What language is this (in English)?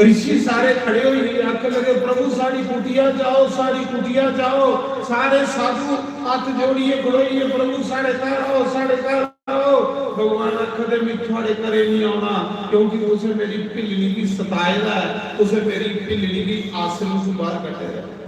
Dogri